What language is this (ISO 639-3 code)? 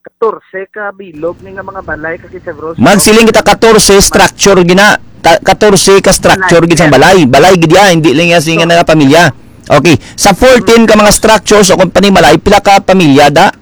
hil